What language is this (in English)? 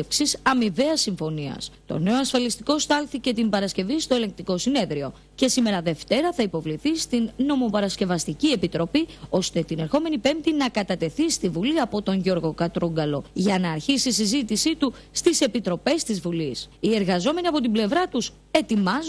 Greek